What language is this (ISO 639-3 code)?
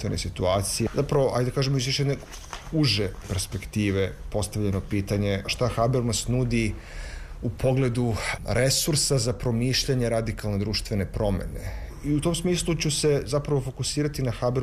srp